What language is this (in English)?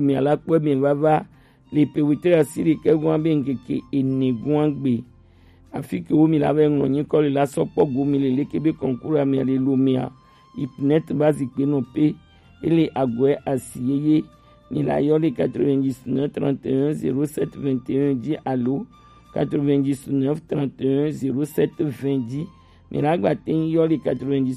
Gen